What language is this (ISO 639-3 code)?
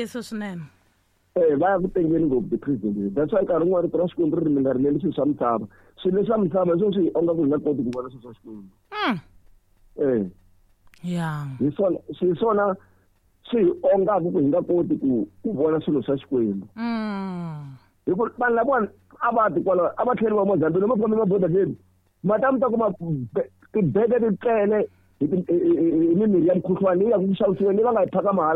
tso